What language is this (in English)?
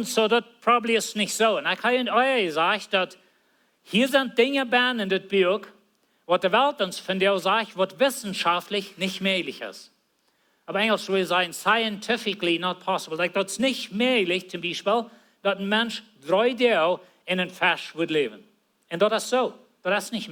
Plautdietsch